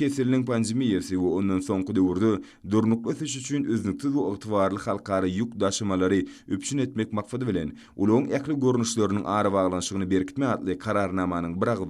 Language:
Turkmen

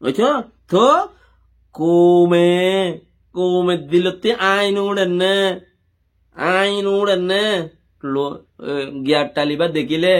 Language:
Rohingya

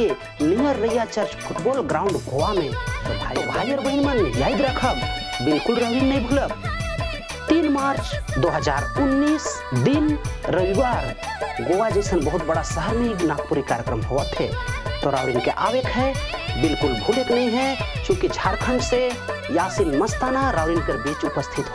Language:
Sadri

